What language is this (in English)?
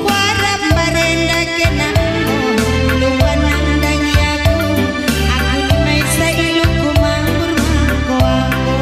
Batak Karo